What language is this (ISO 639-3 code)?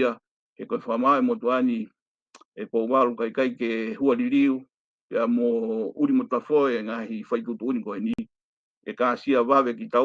ton